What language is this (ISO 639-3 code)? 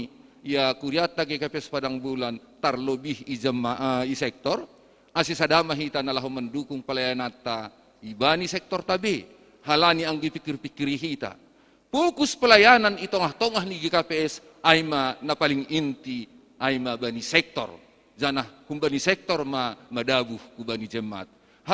bts